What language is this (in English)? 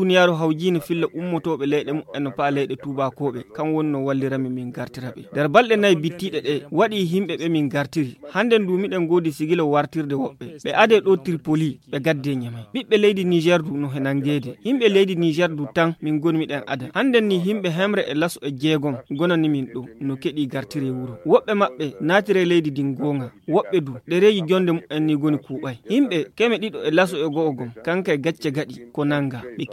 Fula